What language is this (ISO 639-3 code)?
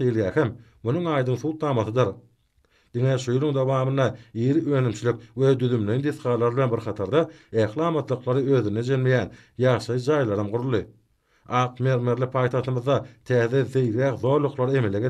tuk